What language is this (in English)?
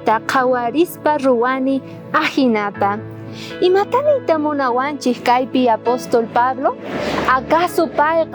South Bolivian Quechua